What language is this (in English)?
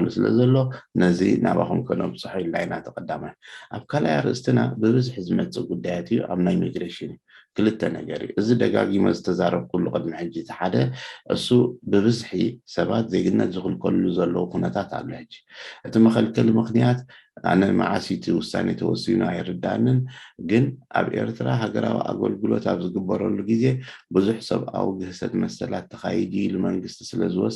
Tigrinya